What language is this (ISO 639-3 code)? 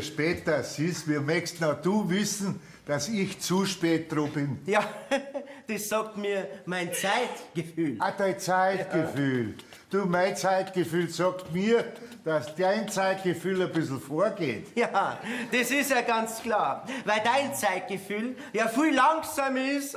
bar